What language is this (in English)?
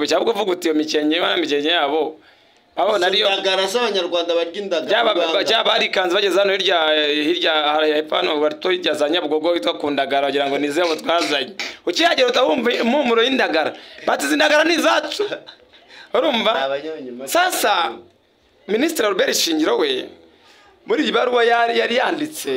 Kinyarwanda